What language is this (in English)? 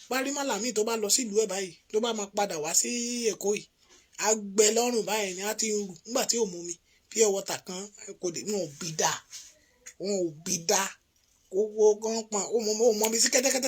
Yoruba